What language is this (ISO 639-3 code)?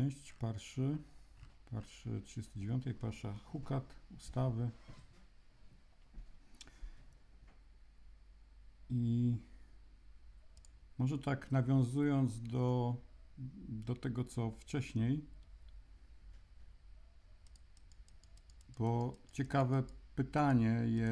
pol